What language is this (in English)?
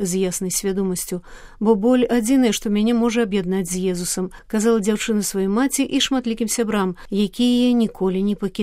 Belarusian